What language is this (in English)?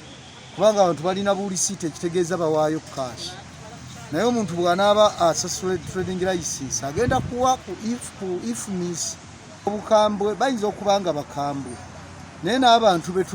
Ganda